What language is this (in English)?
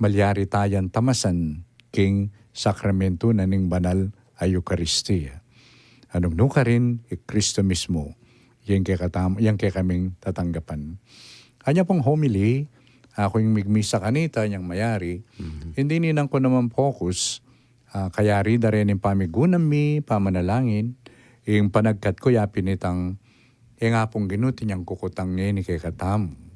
Pampanga